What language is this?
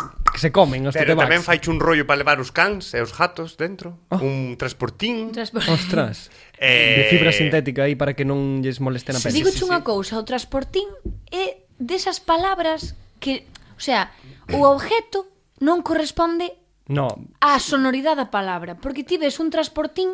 Galician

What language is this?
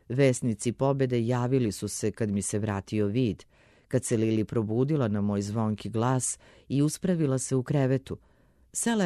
Serbian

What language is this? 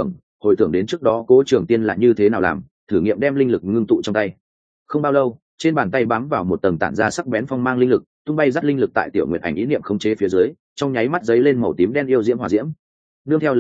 Vietnamese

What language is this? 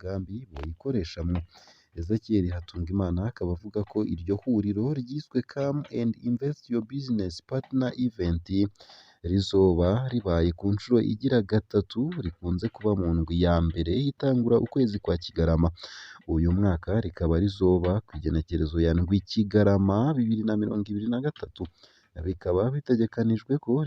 Rundi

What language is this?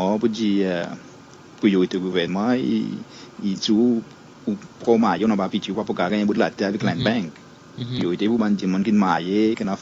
Seselwa Creole French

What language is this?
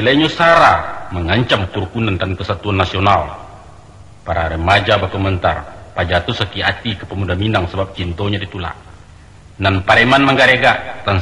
Minangkabau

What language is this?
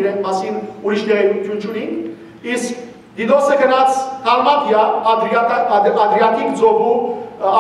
Western Armenian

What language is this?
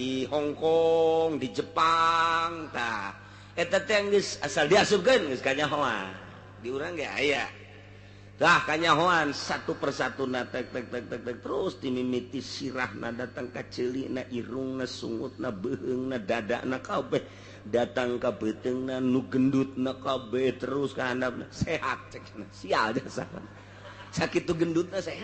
Sundanese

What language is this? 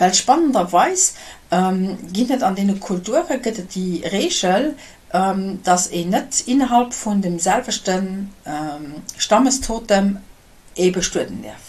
Luxembourgish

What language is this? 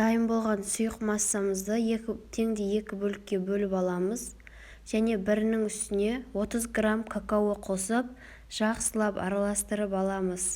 Kazakh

